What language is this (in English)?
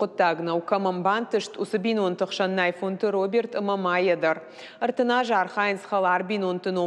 Ossetic